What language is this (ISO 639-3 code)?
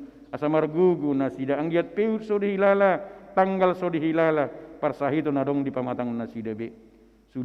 bbc